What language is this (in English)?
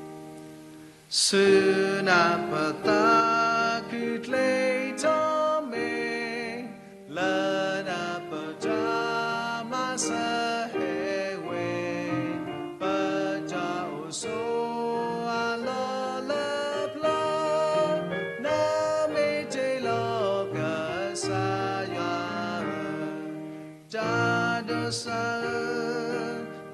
S'gaw Karen